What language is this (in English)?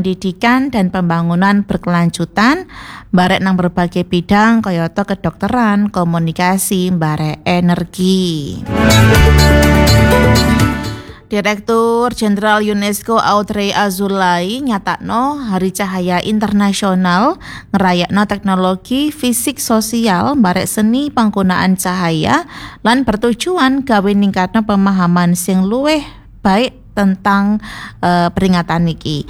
Javanese